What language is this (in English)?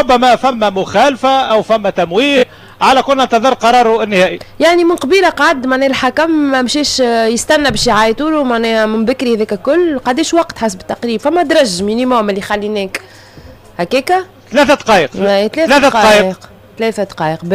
Tunisian Arabic